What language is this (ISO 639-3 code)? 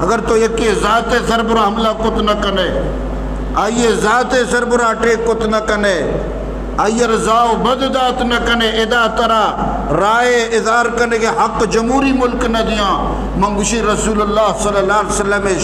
bgp